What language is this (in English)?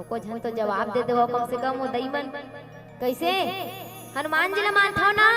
Chhattisgarhi